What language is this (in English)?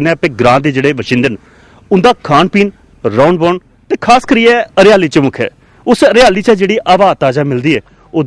Dogri